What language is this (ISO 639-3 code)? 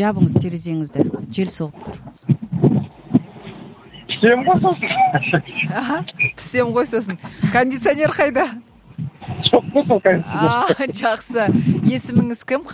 kaz